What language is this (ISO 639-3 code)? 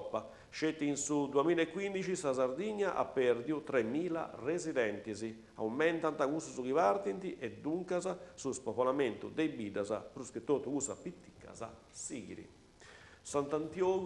srd